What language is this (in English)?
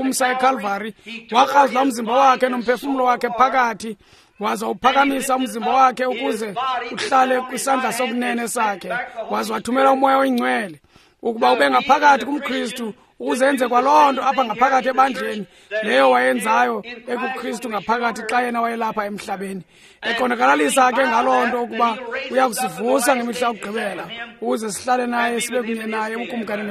Xhosa